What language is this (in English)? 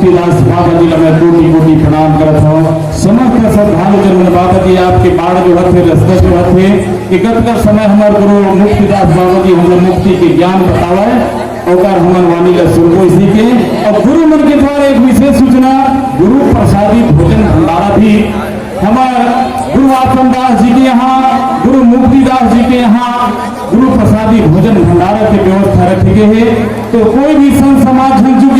Chhattisgarhi